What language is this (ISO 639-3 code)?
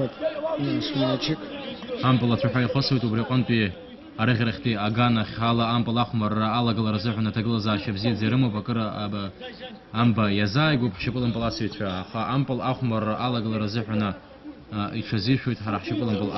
abk